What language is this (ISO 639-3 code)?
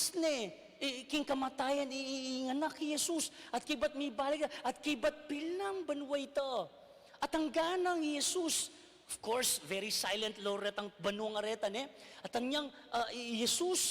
pam